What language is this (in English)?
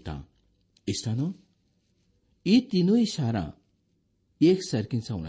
Konkani